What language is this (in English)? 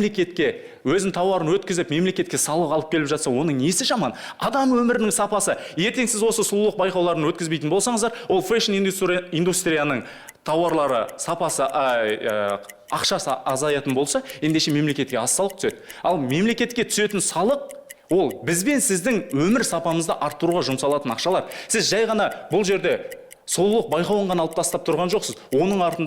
Kazakh